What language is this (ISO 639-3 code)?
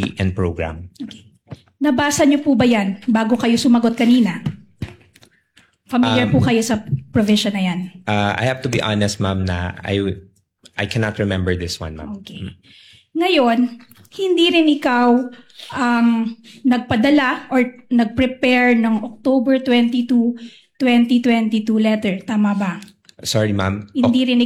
fil